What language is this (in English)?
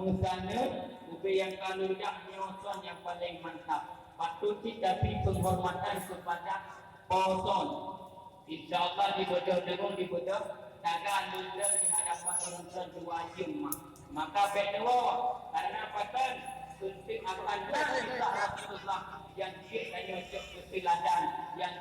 Achinese